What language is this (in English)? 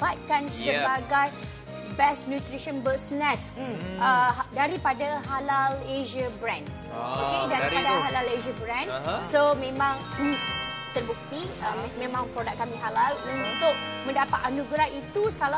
Malay